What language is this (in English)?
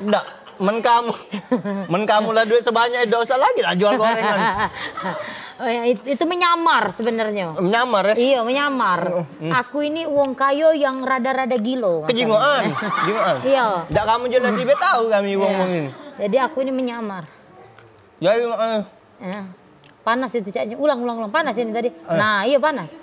Musi